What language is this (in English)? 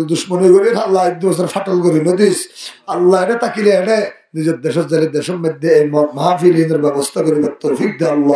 Rohingya